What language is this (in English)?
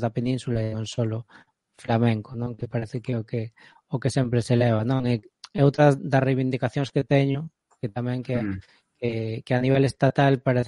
Galician